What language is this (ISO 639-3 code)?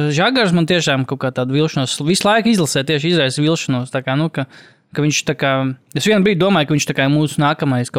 lav